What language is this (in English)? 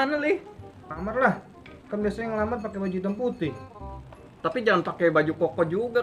Betawi